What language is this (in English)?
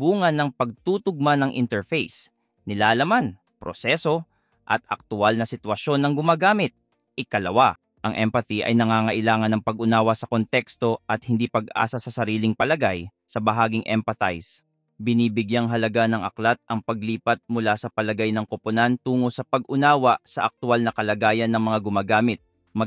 Filipino